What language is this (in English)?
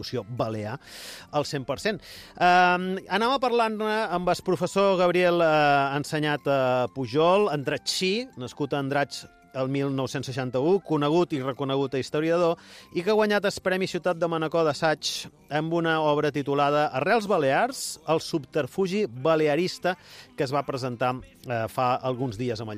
Catalan